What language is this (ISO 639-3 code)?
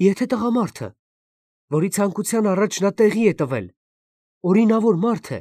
hye